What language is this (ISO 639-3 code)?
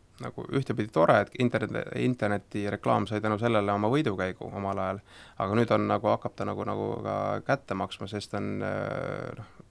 est